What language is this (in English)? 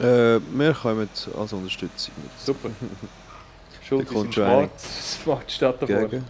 Swiss German